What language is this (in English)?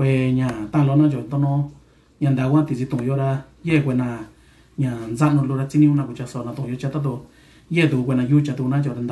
Mixtepec Mixtec